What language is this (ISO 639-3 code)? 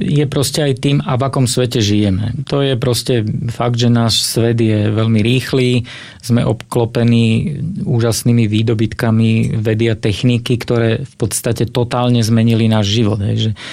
slk